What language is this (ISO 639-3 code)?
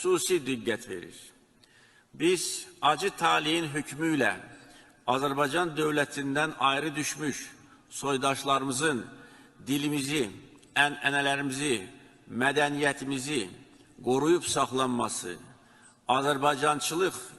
azb